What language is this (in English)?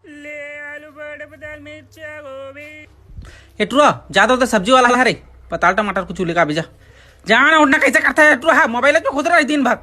Chhattisgarhi